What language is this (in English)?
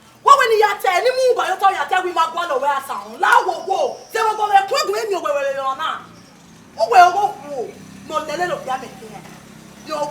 Bini